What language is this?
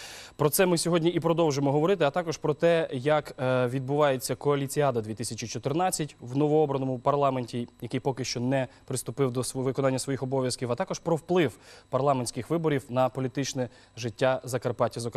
Ukrainian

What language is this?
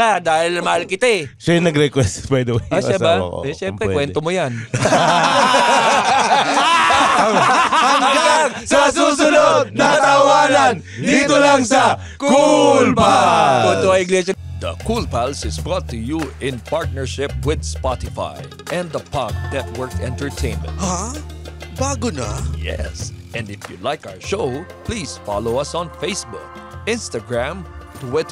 Filipino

